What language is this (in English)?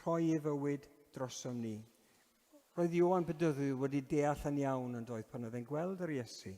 Welsh